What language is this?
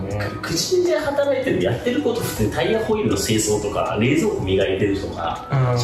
Japanese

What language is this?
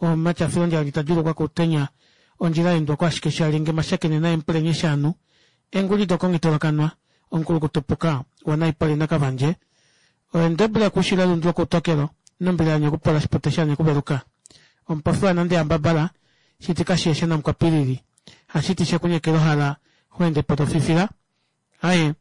Kuanyama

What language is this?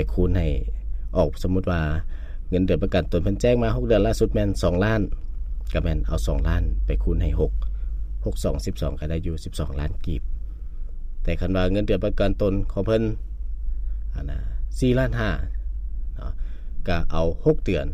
Lao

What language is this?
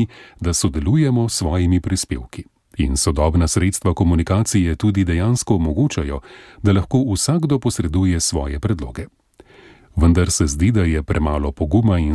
Slovenian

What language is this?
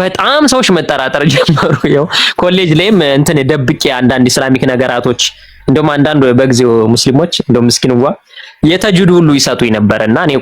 Amharic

